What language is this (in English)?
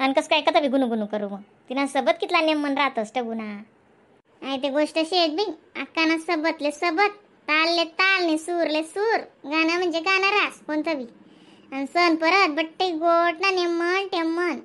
Khandesi